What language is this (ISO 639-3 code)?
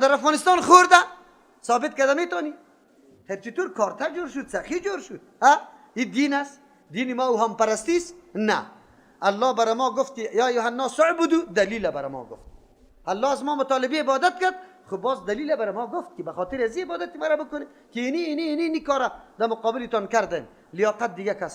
fas